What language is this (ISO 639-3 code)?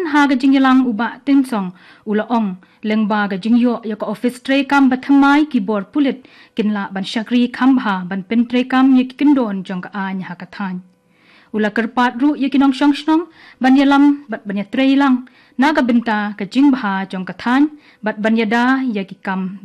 kha